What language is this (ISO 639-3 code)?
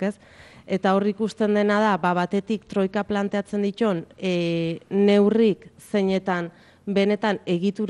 eus